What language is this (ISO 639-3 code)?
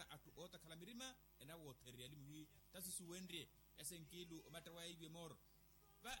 vmw